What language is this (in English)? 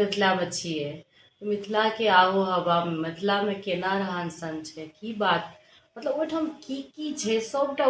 Maithili